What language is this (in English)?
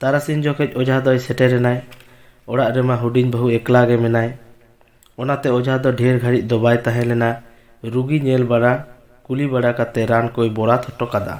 Santali